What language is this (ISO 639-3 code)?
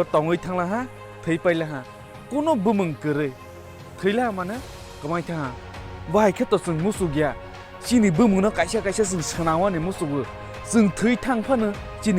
trp